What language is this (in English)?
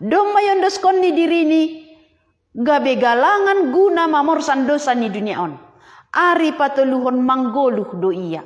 Batak Simalungun